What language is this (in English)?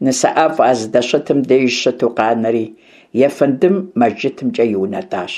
Kabardian